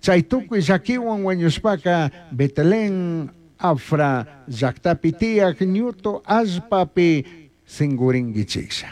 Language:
Chimborazo Highland Quichua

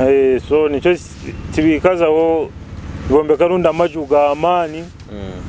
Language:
Nyoro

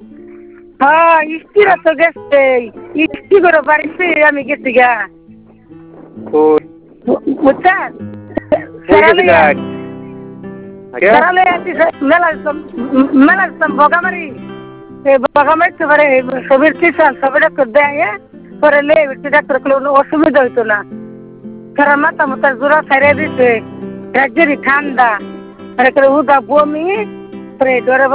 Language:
Bangla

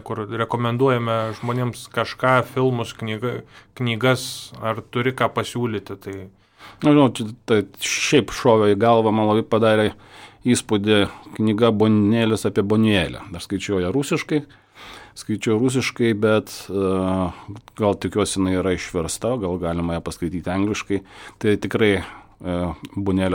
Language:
Lithuanian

